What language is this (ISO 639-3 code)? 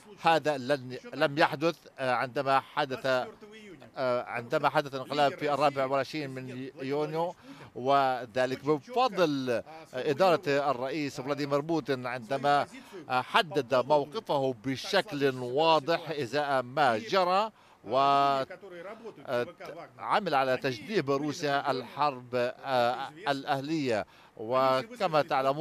ara